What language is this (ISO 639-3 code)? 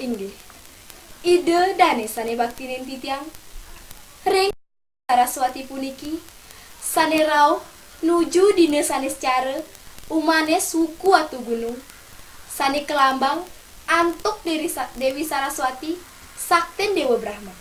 ban